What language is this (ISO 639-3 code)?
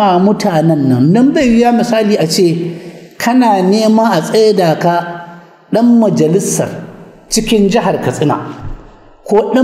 hau